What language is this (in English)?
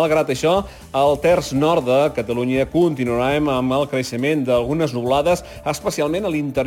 Catalan